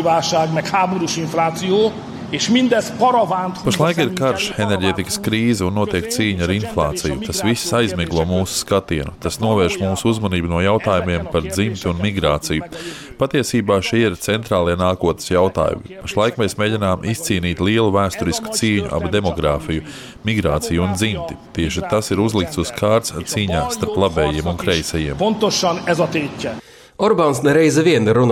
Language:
Latvian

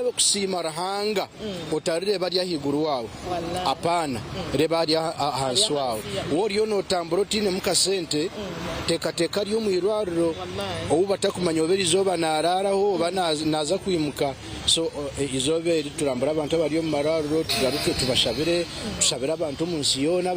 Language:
Nyankole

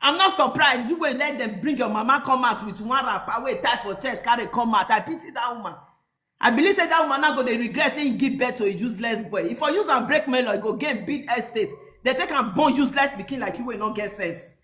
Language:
Nigerian Pidgin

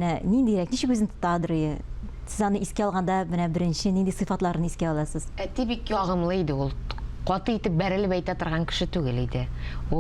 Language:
Tatar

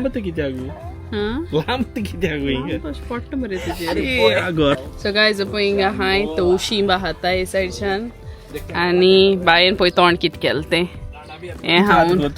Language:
Konkani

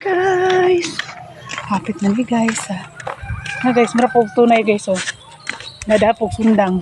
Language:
Cebuano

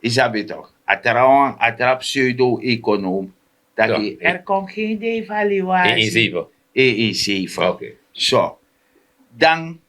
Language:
Sranan Tongo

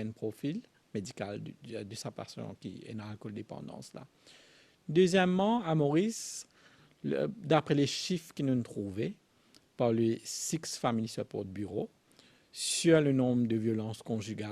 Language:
Morisyen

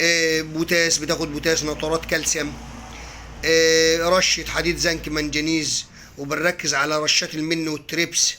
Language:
Egyptian Arabic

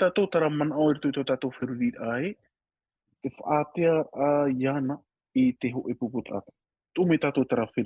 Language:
Tahitian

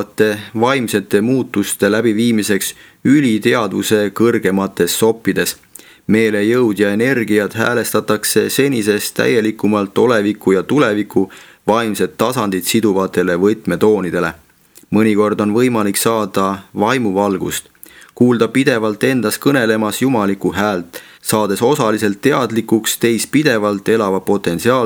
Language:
Estonian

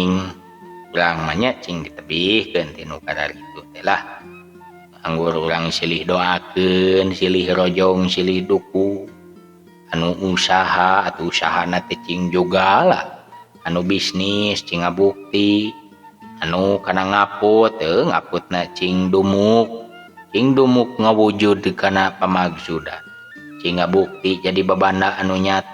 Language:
Sundanese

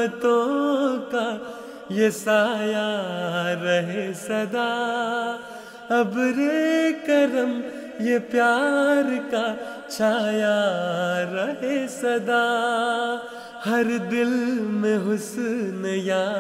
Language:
Urdu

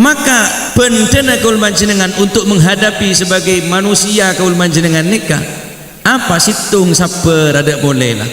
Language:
Madurese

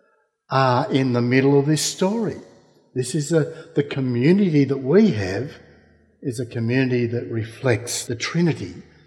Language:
English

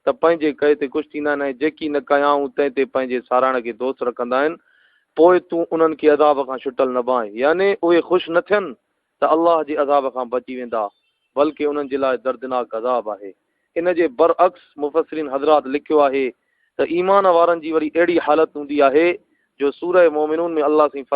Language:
Sindhi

